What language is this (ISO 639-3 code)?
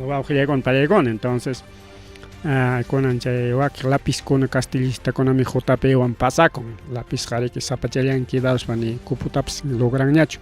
quy